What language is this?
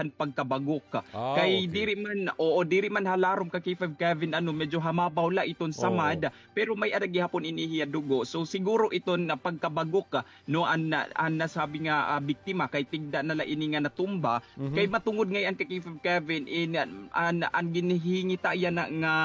Waray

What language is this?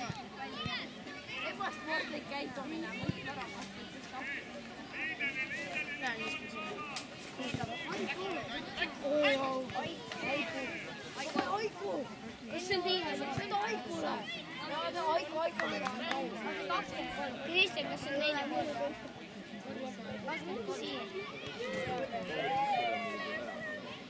Estonian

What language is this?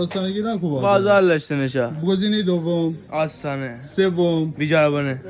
Gilaki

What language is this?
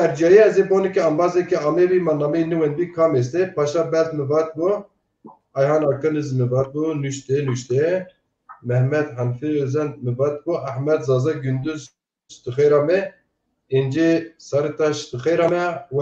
Zaza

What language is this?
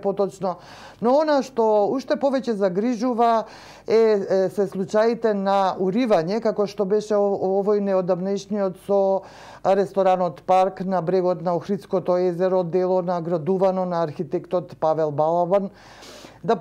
Macedonian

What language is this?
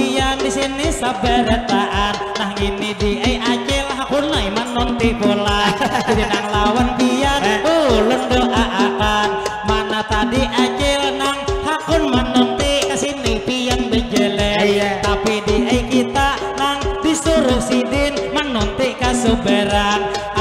Banjar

